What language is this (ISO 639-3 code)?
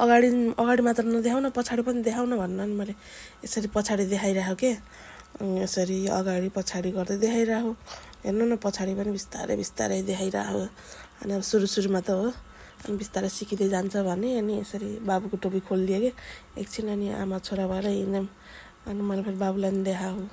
nep